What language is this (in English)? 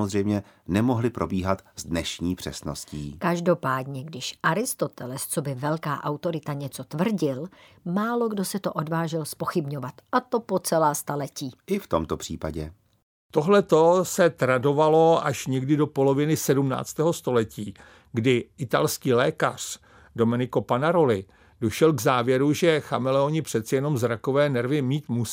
Czech